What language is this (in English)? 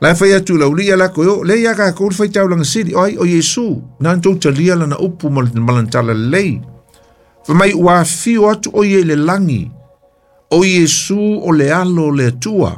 Samoan